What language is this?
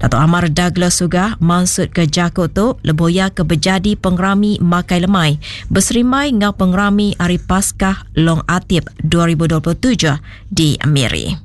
Iban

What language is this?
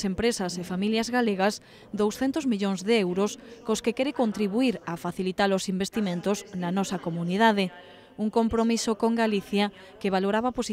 Galician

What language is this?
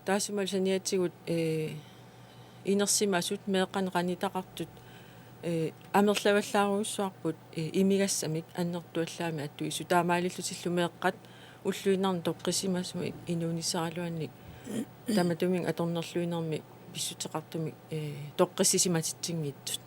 Kalaallisut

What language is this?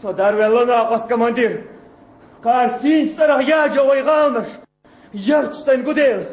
Chechen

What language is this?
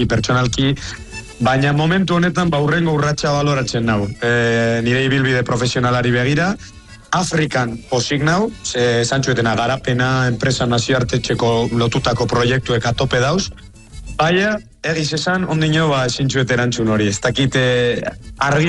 Basque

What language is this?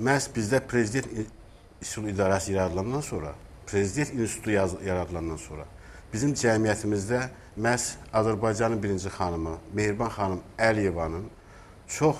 Azerbaijani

